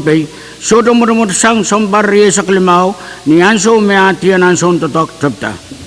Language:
Pohnpeian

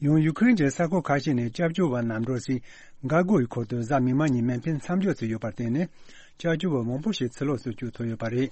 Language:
Tibetan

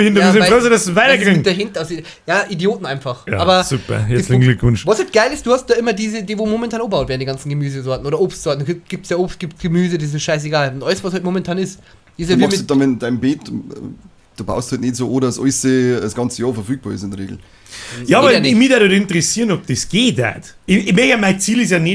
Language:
Bavarian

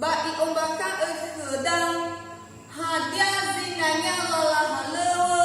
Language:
Nias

